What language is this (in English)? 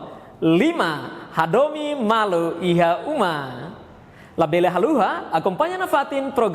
Tetum